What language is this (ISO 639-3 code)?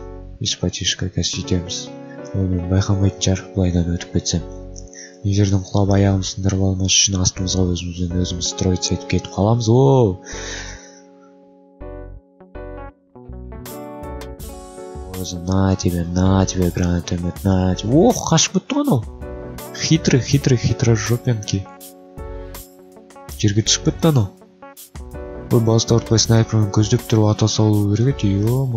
kaz